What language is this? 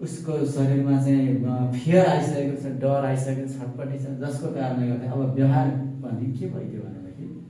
Nepali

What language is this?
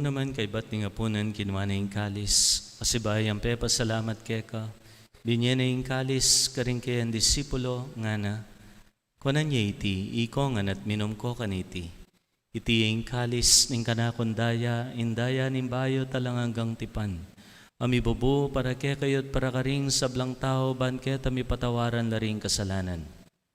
Pampanga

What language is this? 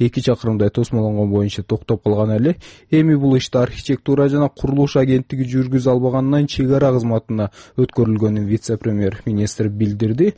Kyrgyz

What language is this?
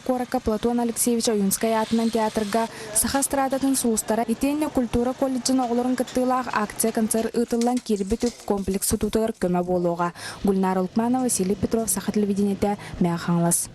Yakut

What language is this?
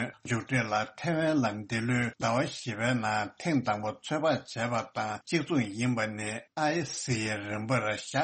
Tibetan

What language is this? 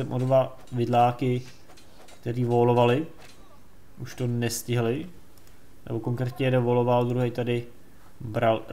Czech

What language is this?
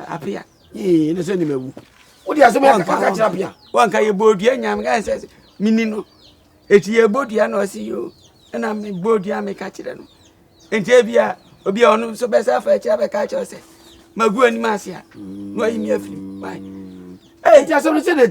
Akan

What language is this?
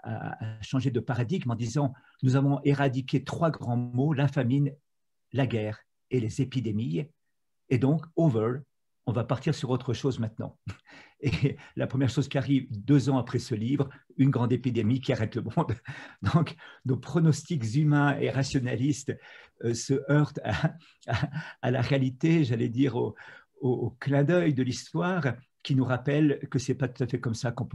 French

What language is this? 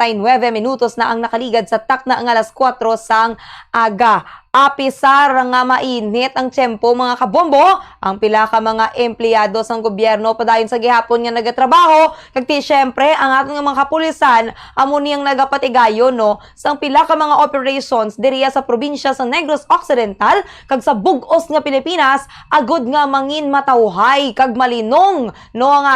Hiligaynon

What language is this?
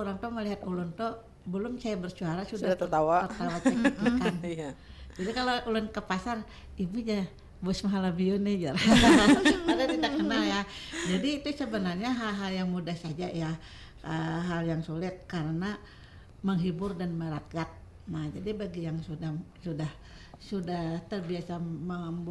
Banjar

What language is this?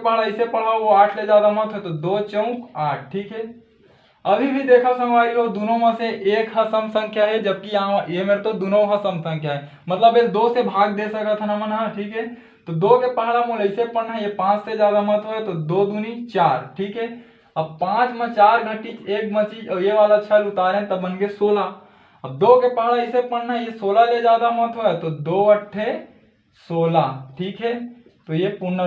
Chhattisgarhi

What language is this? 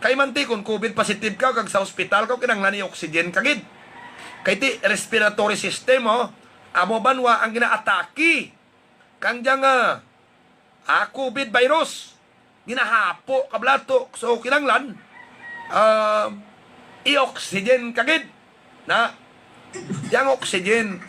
Hiligaynon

